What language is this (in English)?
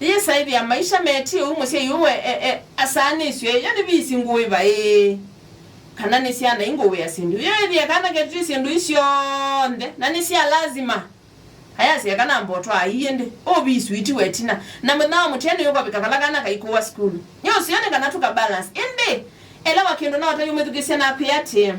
Kamba